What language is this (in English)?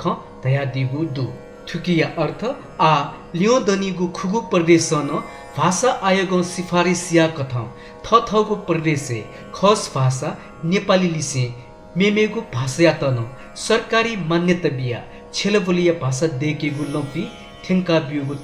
Newari